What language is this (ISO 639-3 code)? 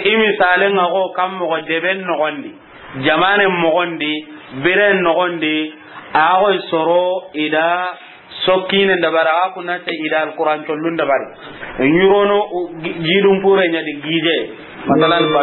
snk